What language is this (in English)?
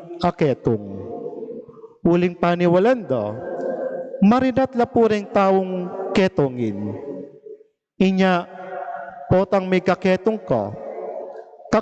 Pampanga